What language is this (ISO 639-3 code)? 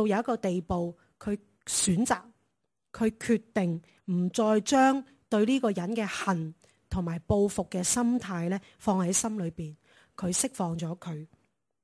yue